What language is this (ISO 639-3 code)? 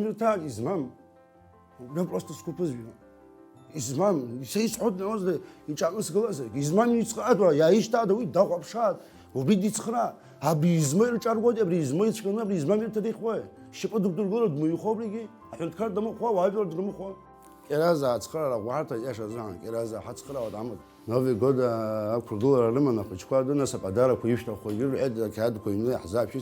abk